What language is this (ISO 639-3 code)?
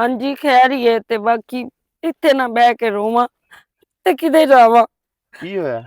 lah